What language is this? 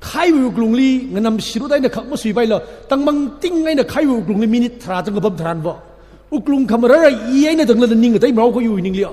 Tangkhul Naga (India)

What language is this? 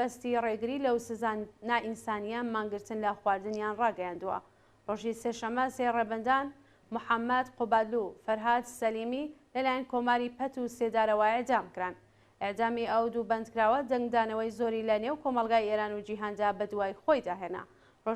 Central Kurdish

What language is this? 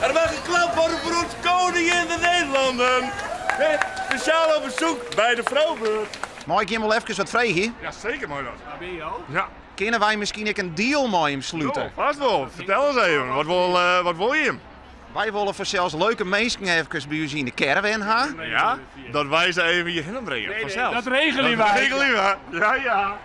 Western Frisian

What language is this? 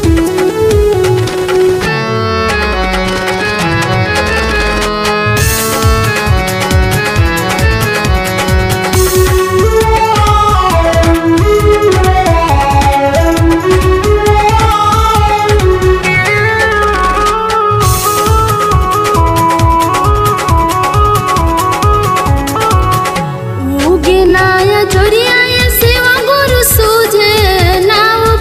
Bhojpuri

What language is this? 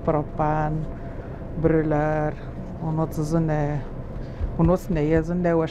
Atikamekw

